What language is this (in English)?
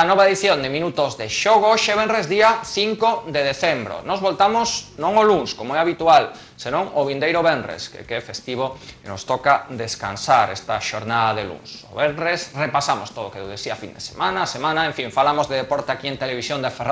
Galician